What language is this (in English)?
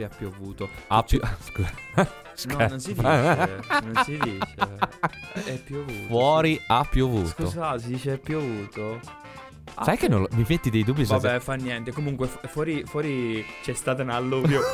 Italian